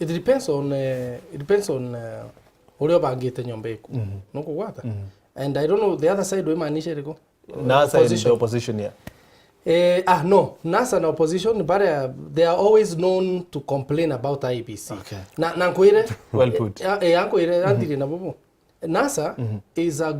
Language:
Meru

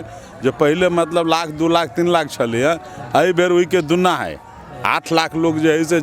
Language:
Maithili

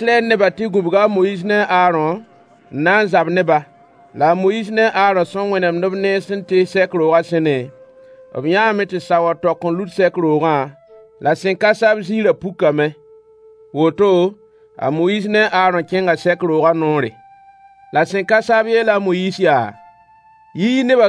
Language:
Mossi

